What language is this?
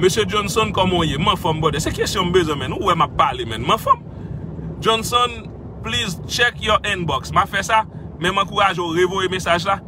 Haitian Creole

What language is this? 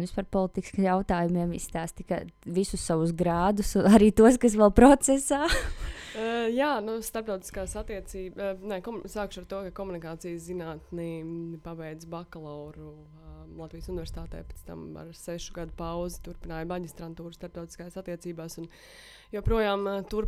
Latvian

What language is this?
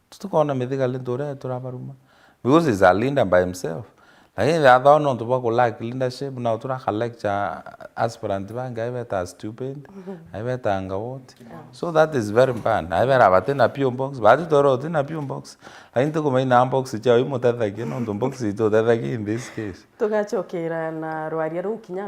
Meru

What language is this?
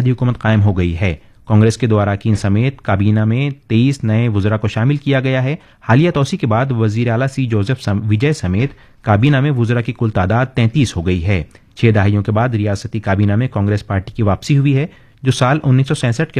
Urdu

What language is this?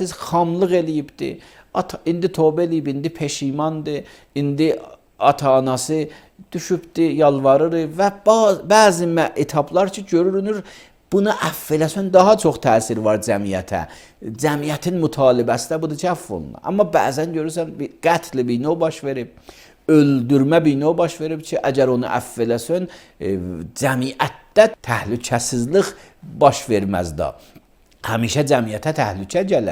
Azerbaijani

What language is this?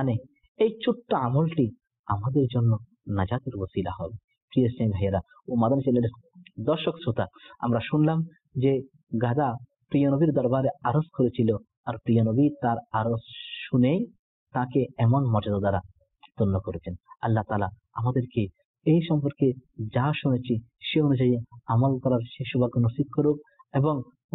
Bangla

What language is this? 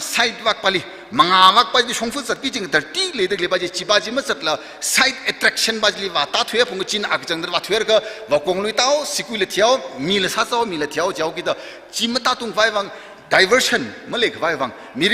Tangkhul Naga (India)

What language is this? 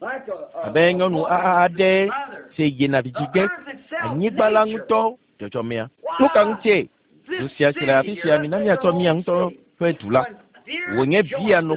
Ewe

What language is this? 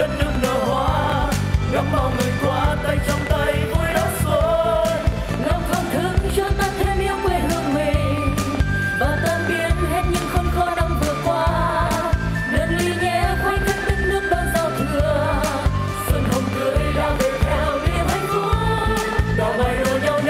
Vietnamese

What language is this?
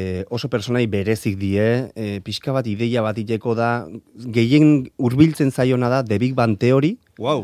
Basque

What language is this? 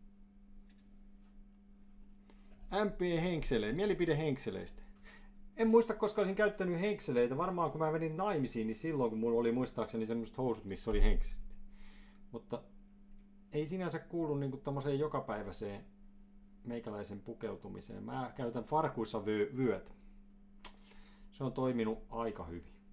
Finnish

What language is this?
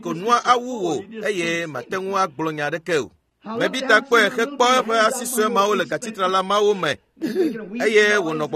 Ewe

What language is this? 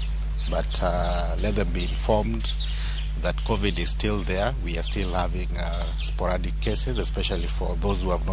Luo (Kenya and Tanzania)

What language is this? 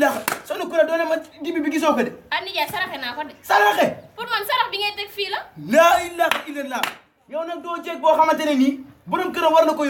Wolof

